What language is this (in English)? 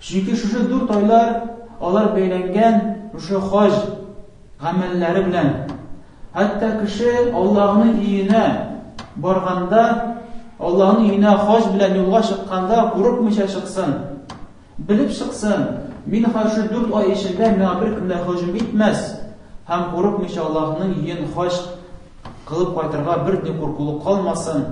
Tatar